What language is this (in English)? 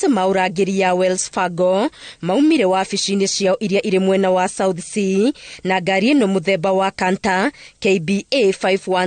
Kikuyu